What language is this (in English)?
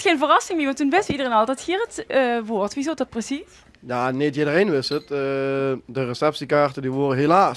Limburgish